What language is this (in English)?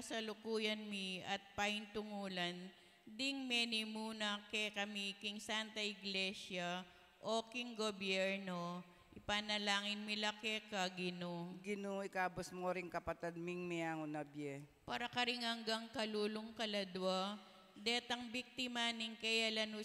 Pampanga